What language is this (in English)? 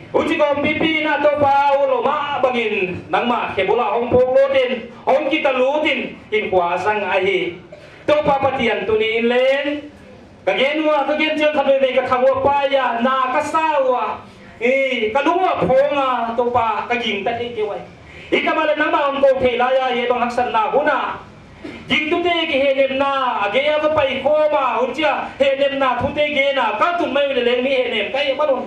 Paite Chin